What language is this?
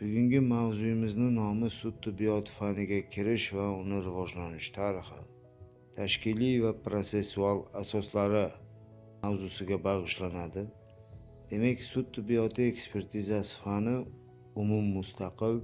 Uzbek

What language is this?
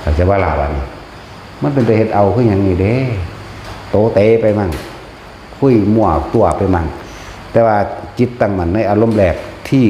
Lao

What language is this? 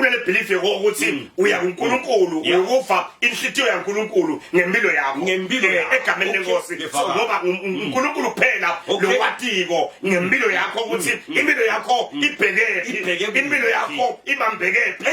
Zulu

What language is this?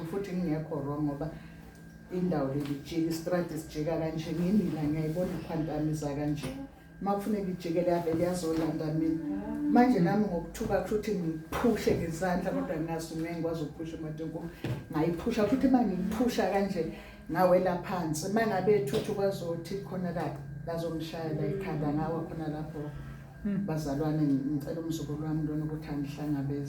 Zulu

